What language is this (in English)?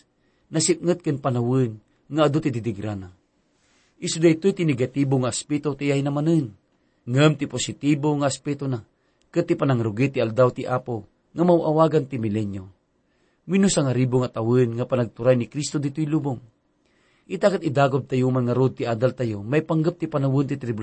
Iloko